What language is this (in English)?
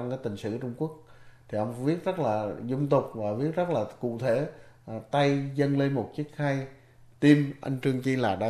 Vietnamese